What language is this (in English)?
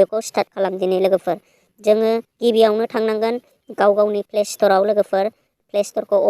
Bodo